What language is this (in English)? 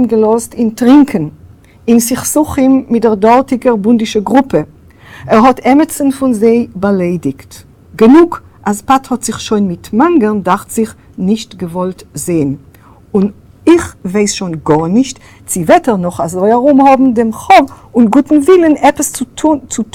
Yiddish